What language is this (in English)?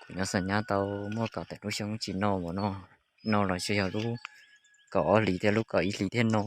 Hmong